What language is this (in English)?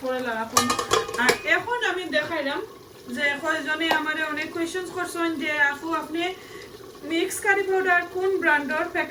Sylheti